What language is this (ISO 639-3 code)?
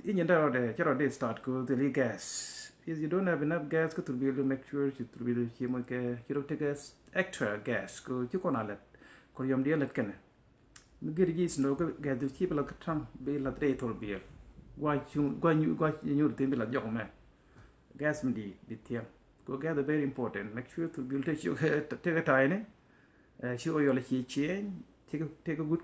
nus